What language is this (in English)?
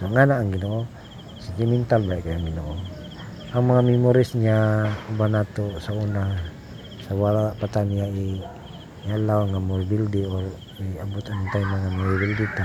Cebuano